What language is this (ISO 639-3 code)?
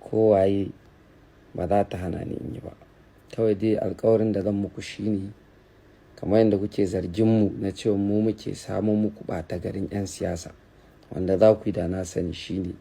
hau